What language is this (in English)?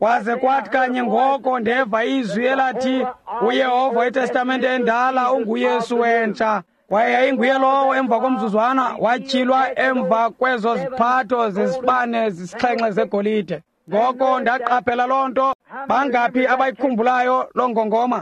Xhosa